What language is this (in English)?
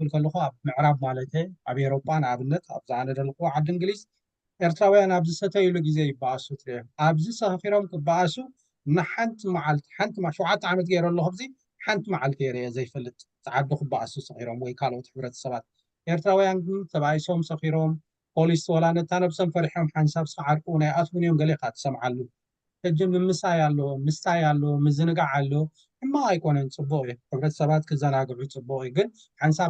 Tigrinya